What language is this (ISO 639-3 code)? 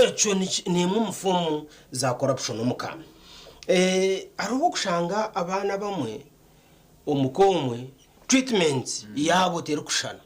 nyn